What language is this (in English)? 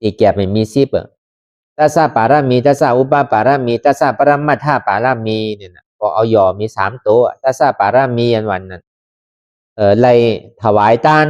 Shan